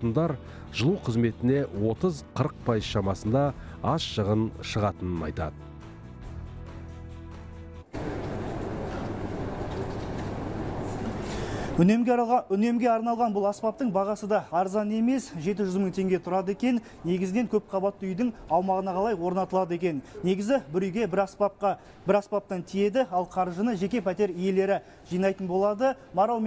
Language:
Kazakh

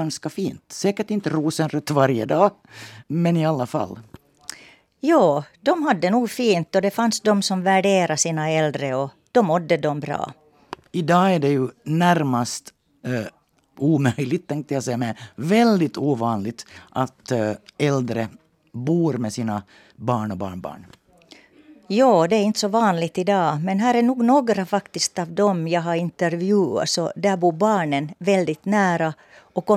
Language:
Swedish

